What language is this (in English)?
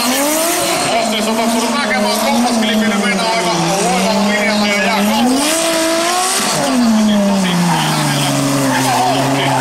Finnish